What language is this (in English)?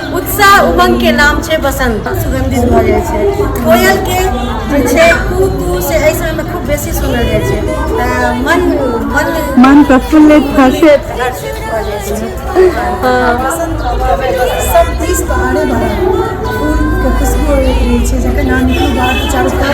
Maithili